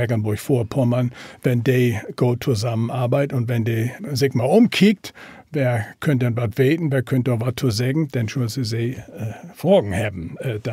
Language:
Low German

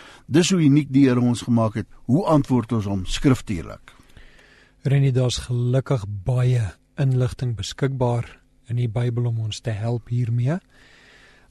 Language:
Afrikaans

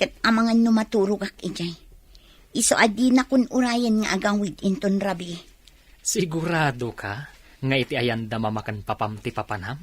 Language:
Iloko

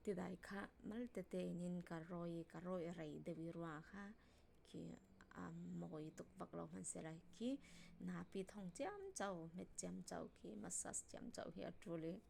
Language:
Falam Chin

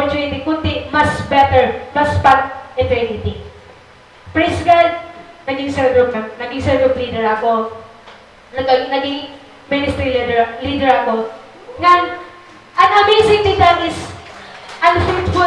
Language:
Waray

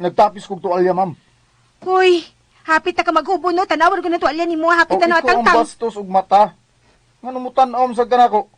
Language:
Cebuano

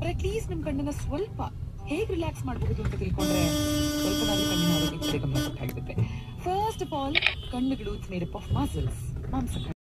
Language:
Kannada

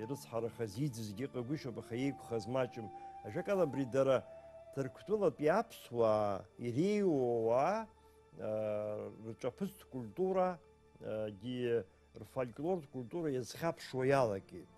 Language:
Abkhazian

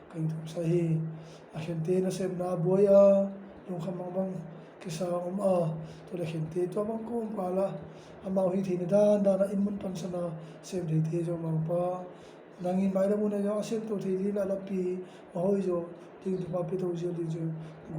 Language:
Tedim Chin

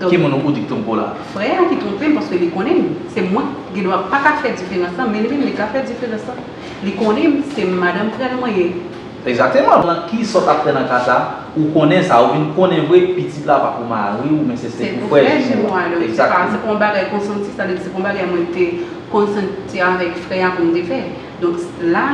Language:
Haitian Creole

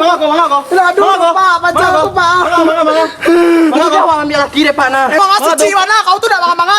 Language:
Minangkabau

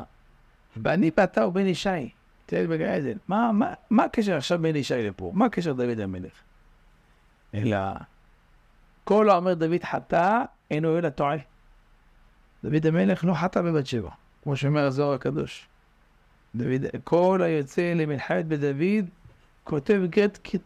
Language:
Hebrew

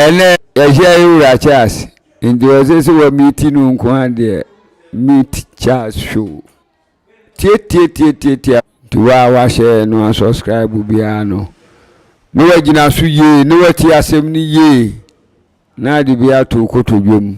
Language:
Akan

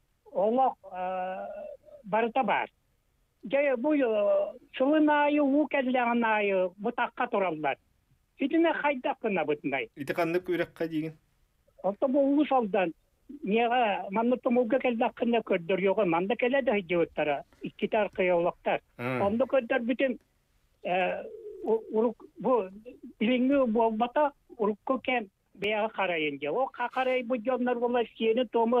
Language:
Yakut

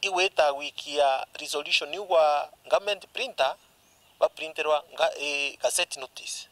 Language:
Meru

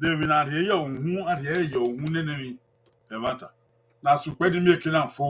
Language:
Bini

